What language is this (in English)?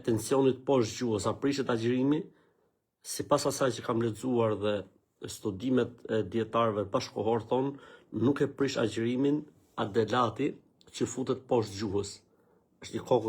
Albanian